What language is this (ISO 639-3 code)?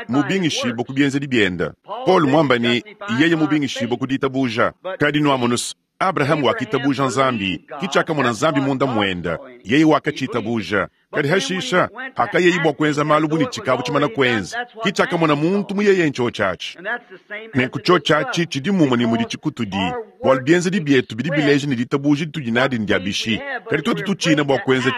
lua